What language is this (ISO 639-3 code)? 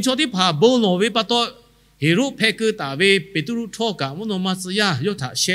lhu